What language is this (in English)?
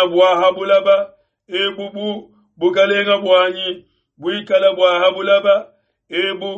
Luba-Lulua